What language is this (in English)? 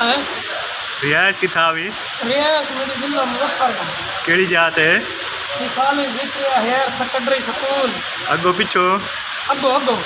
Saraiki